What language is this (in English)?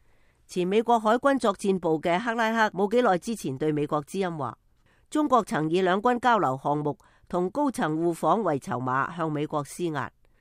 Cantonese